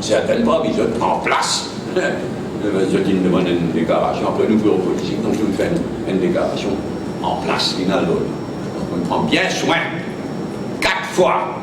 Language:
Morisyen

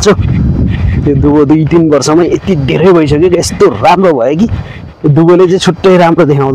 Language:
Nepali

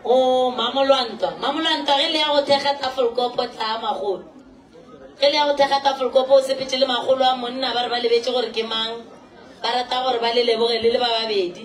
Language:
Northern Sotho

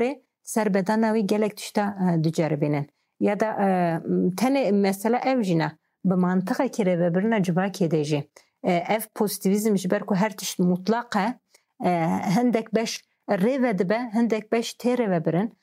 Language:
Kurdish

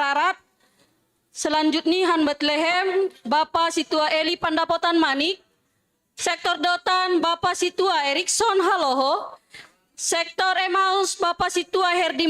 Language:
Batak Simalungun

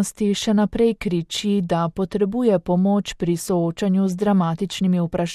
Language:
Slovenian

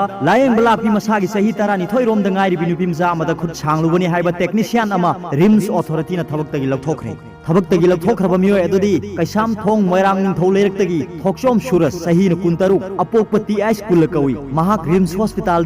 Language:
Manipuri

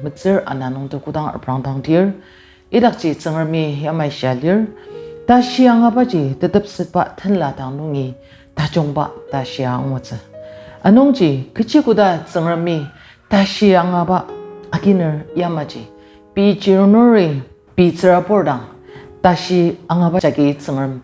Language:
Ao Naga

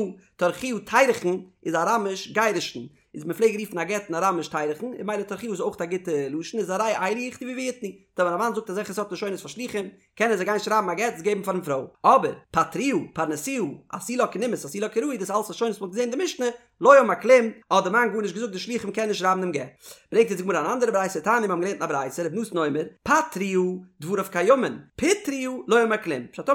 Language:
Yiddish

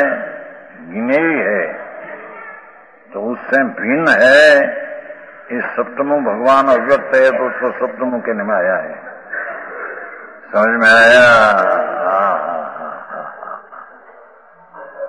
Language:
Hindi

